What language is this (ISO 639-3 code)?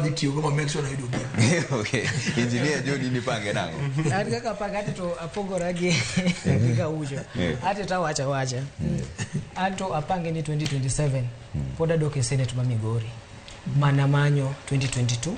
luo